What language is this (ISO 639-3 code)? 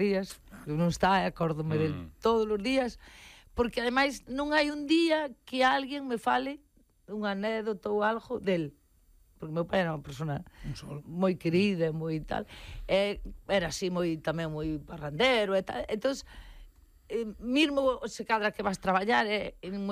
glg